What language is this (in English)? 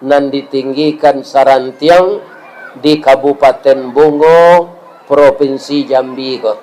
Minangkabau